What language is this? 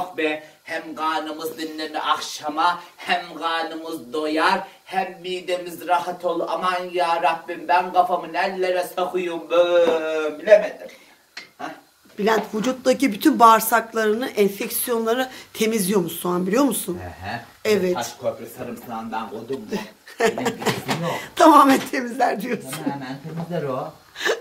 Turkish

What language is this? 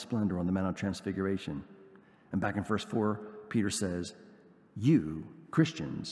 English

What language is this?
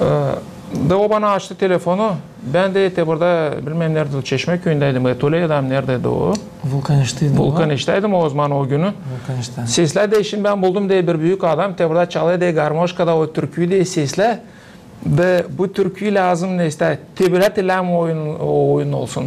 Gagauz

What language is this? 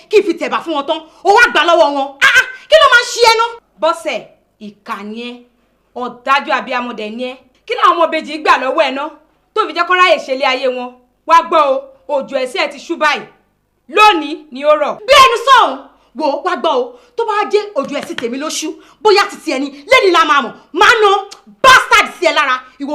Yoruba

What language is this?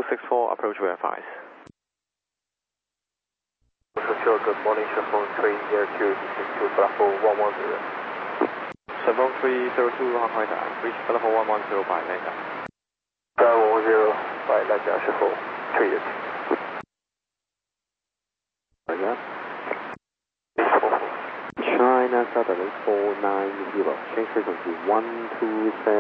English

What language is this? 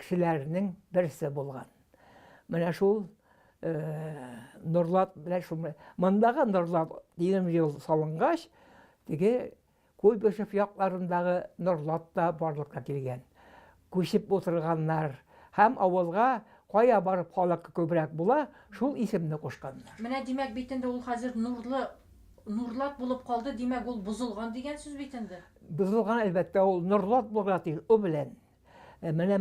Tatar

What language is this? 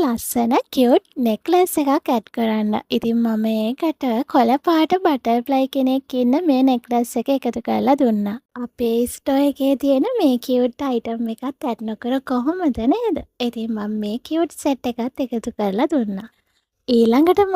Sinhala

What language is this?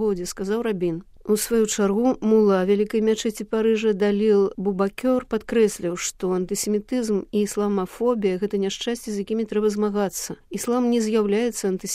Belarusian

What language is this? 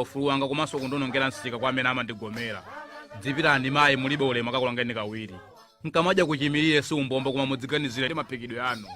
Nyanja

